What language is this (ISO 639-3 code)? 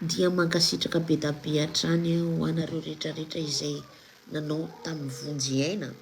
mlg